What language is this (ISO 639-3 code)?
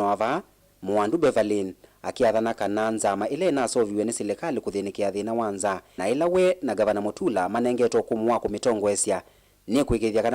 kam